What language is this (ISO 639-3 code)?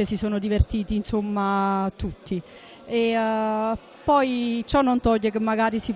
ita